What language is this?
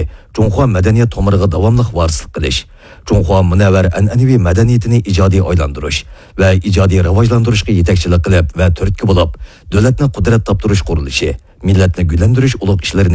Uyghur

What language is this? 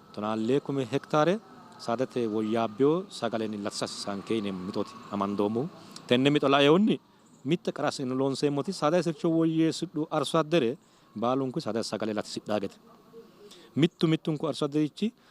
Sidamo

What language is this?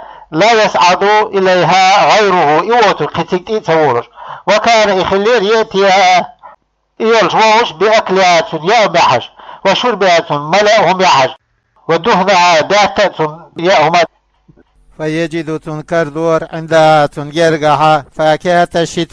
Chechen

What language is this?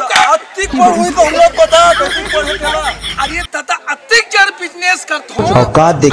Chhattisgarhi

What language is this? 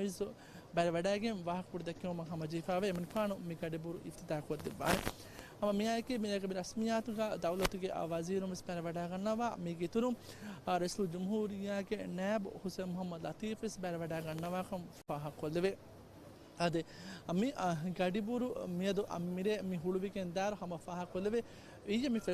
Divehi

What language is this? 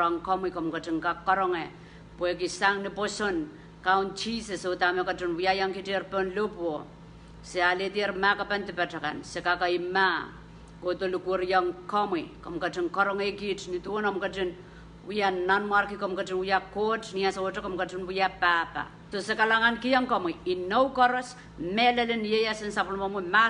Pohnpeian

